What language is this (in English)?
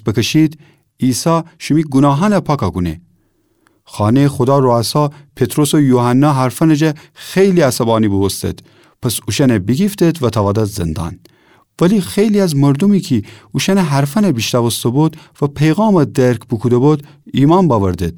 Gilaki